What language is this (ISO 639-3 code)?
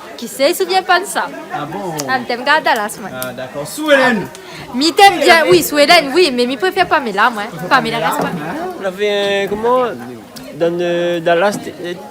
rcf